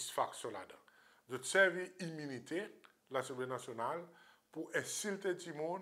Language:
Seselwa Creole French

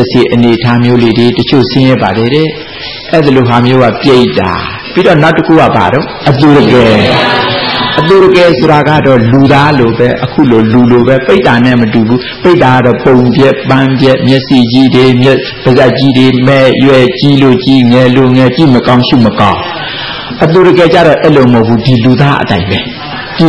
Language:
Burmese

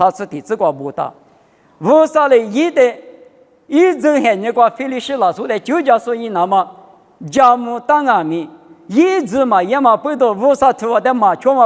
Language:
Lisu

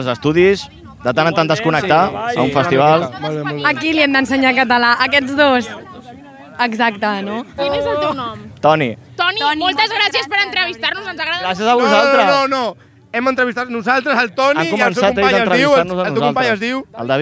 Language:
Catalan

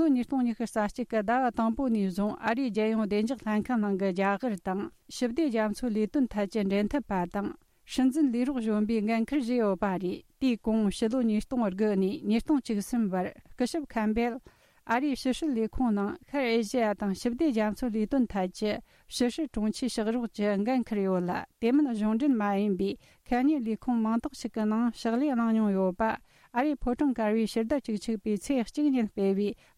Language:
Tibetan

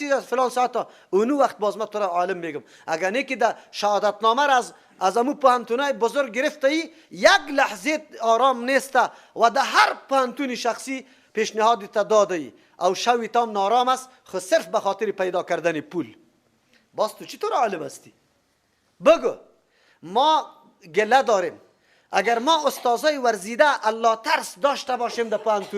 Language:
Persian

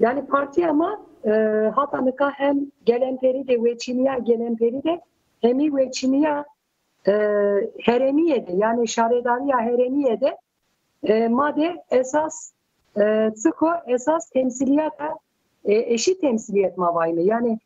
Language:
Zaza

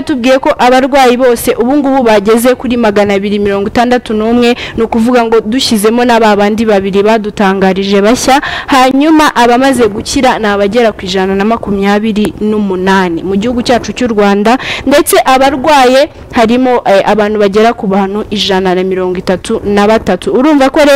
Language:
Kinyarwanda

